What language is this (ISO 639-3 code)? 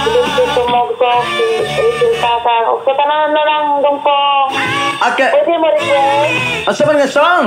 ceb